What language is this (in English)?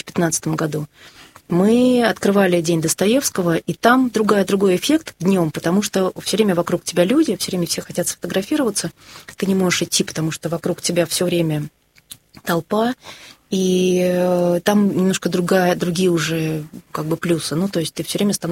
Russian